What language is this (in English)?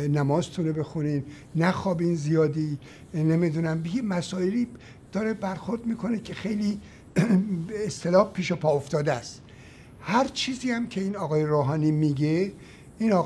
Persian